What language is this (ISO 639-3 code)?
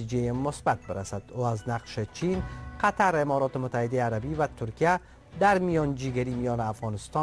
fas